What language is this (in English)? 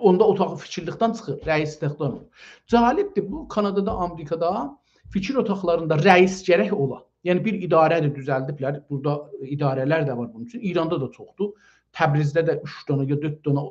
South Azerbaijani